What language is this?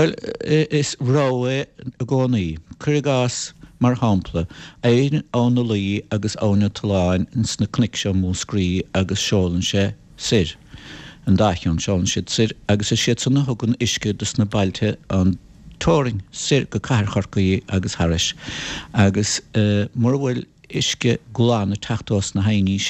Irish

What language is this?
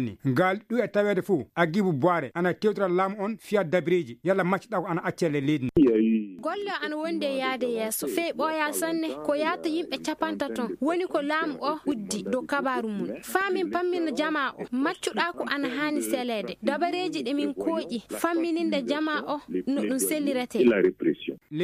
Fula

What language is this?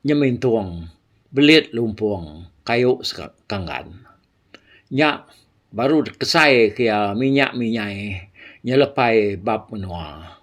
Iban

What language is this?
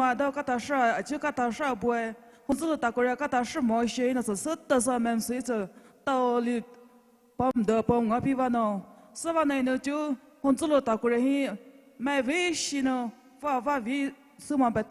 Poumei Naga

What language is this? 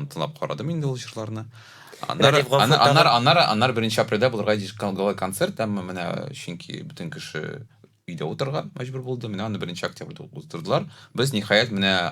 Tatar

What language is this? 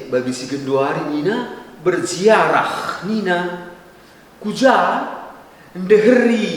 Batak Karo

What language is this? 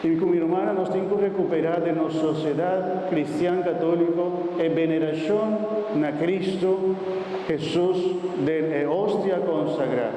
Papiamento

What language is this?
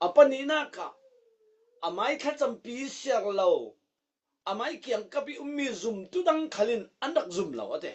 Falam Chin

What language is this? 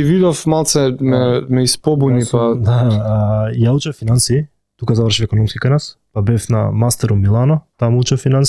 Macedonian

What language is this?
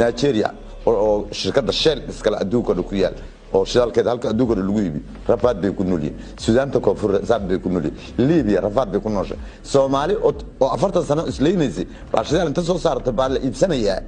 Somali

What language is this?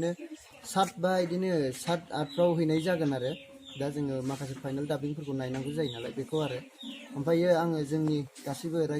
Bodo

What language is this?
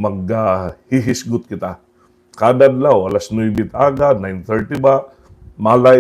Waray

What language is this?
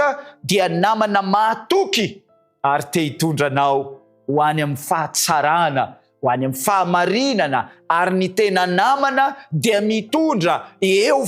Malagasy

